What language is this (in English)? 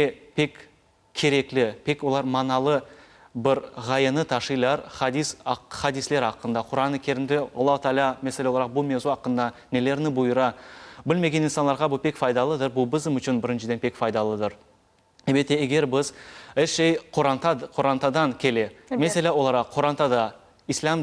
Crimean Tatar